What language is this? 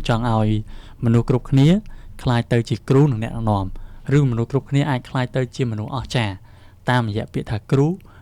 Khmer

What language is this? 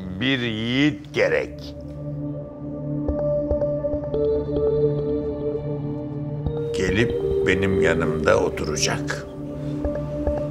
Turkish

